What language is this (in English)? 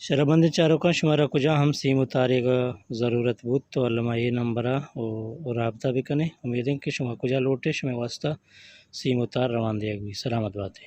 Eastern Balochi